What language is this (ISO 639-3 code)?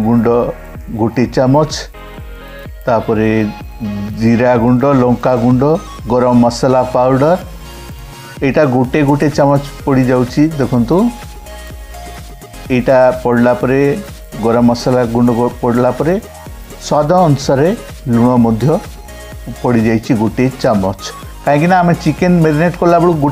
ori